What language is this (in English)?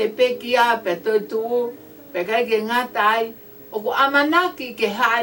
Tongan